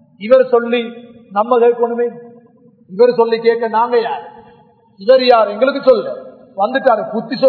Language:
Tamil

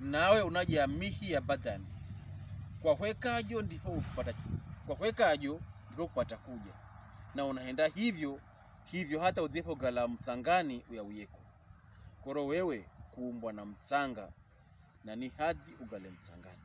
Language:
Pokomo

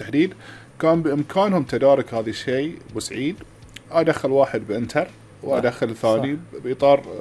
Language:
Gulf Arabic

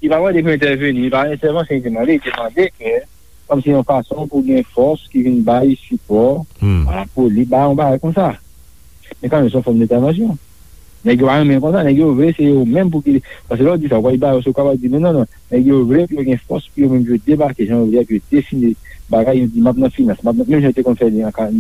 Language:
Haitian Creole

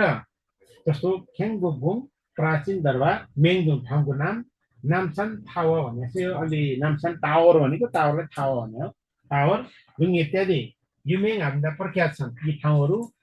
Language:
Nepali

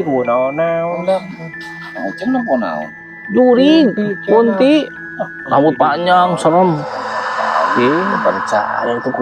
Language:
Sundanese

